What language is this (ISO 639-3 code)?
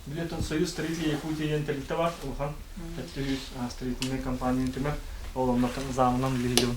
sah